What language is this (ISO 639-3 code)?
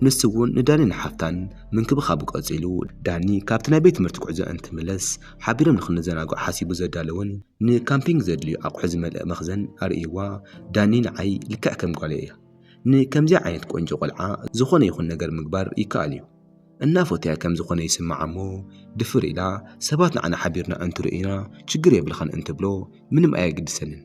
tir